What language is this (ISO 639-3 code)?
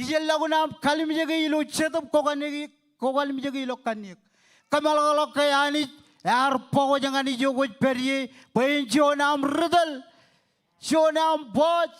mah